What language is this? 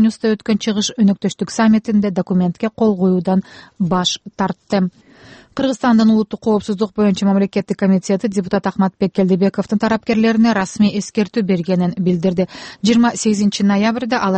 Kyrgyz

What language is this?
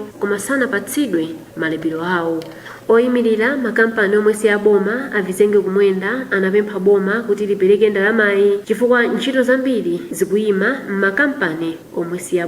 Nyanja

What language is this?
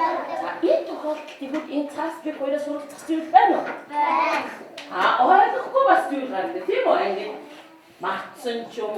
Mongolian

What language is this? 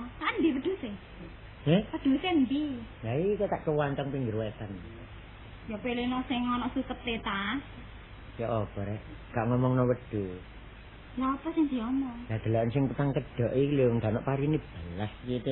Javanese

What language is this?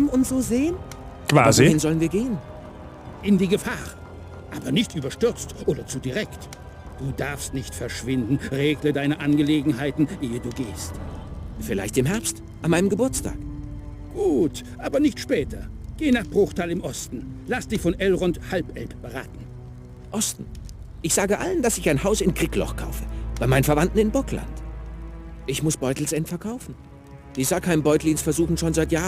Bavarian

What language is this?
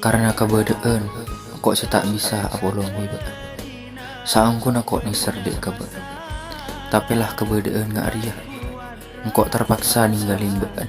Madurese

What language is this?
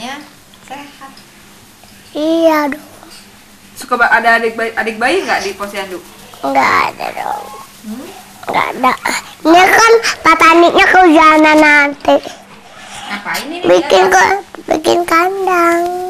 Indonesian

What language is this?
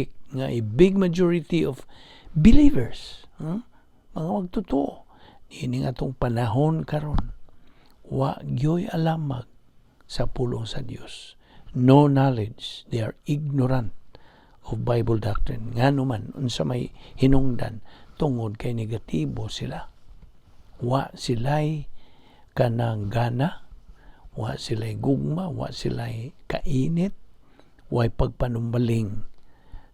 Cebuano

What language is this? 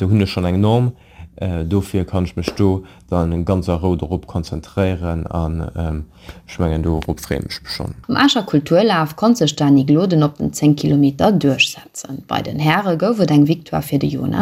Luxembourgish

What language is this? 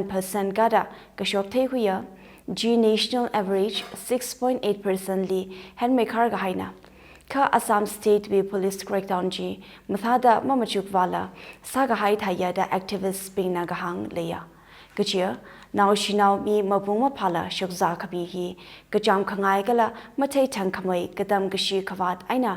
Tangkhul Naga (India)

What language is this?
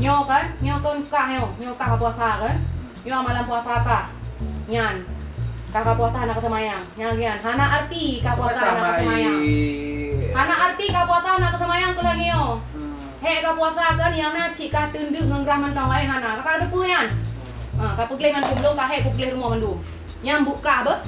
Achinese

